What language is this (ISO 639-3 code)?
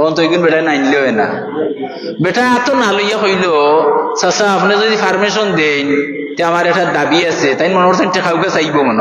syl